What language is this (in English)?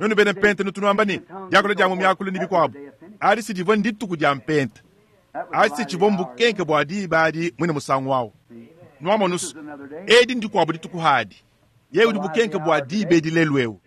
Luba-Lulua